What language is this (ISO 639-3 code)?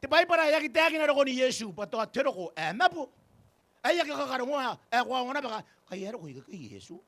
gil